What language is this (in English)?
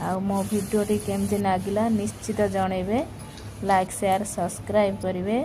Odia